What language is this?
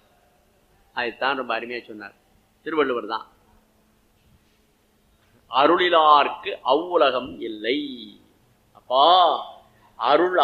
Tamil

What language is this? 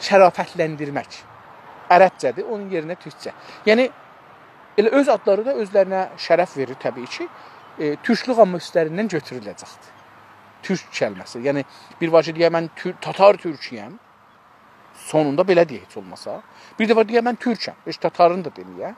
South Azerbaijani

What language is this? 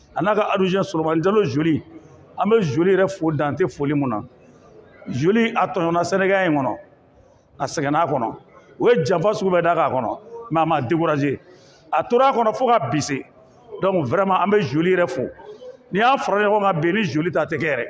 Bambara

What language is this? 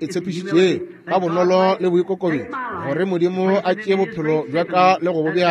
Northern Sotho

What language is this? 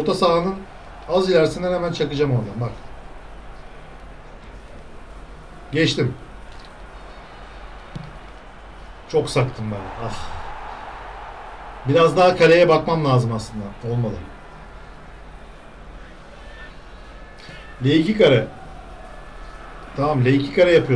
Turkish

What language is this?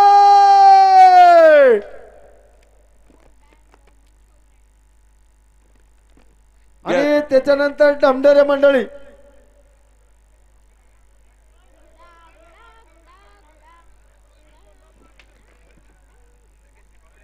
Marathi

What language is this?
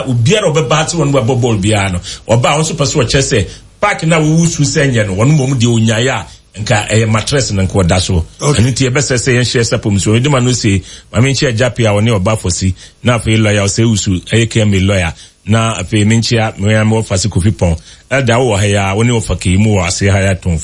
Akan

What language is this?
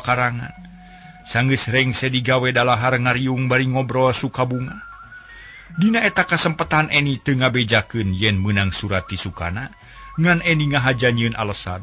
Sundanese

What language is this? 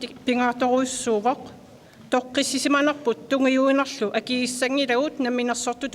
Kalaallisut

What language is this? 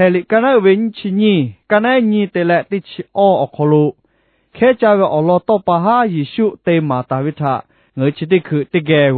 Lahu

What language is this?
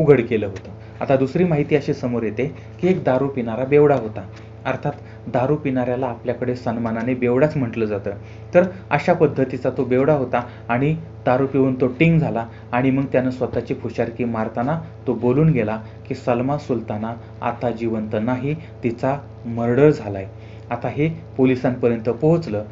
Marathi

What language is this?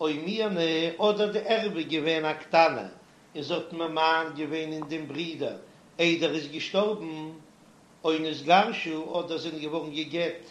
Yiddish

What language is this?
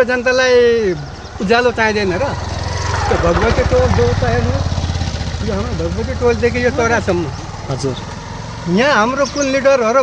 Nepali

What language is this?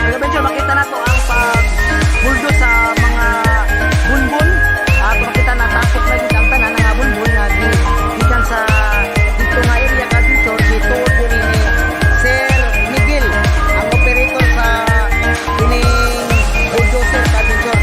Cebuano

